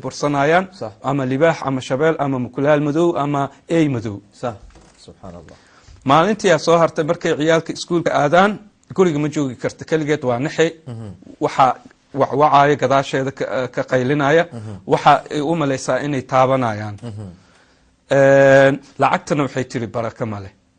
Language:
Somali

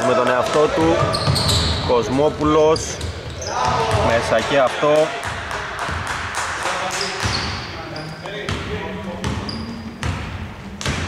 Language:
Greek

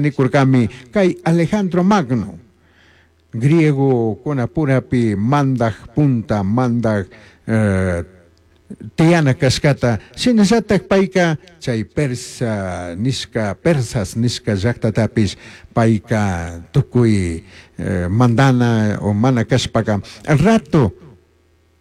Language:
Chimborazo Highland Quichua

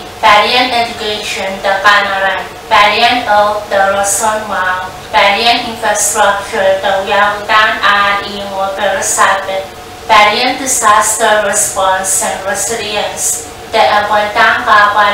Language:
Pohnpeian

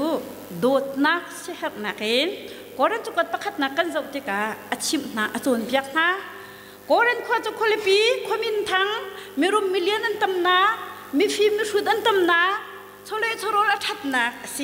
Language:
Hakha Chin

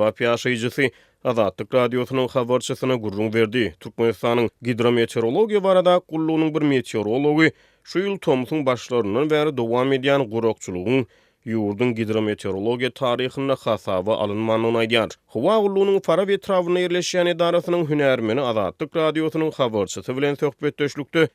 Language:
Turkmen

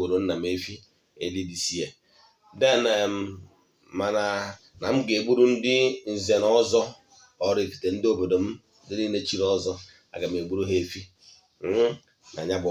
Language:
Igbo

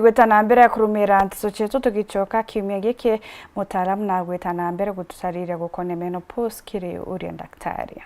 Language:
Meru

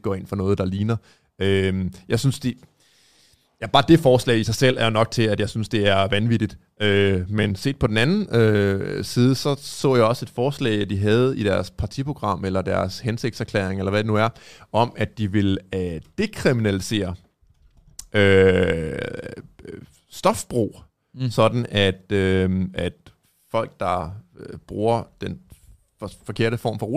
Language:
Danish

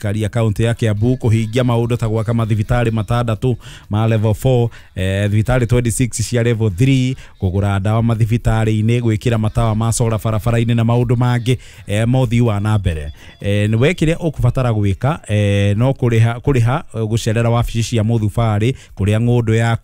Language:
Kikuyu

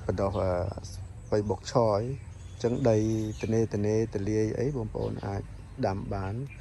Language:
Khmer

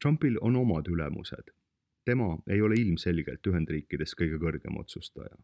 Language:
Estonian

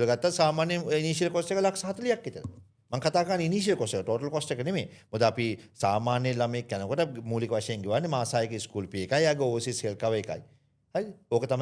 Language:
Sinhala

